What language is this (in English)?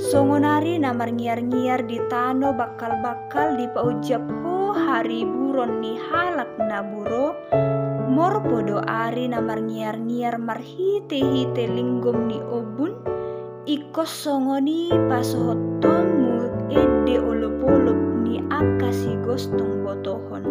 Batak Toba